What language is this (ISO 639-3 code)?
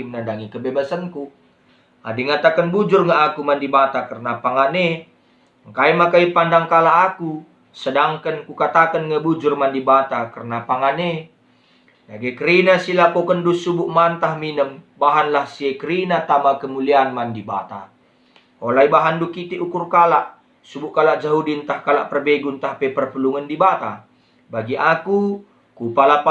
btx